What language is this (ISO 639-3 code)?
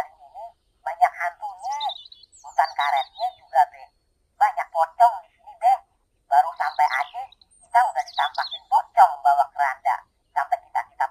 bew